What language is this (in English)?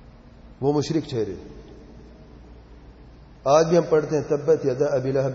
Urdu